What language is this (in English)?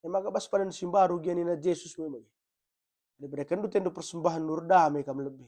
Batak Karo